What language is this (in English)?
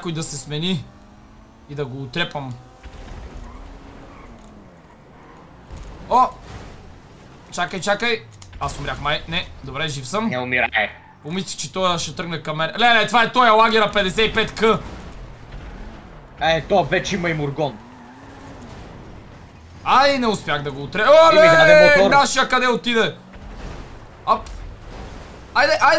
Bulgarian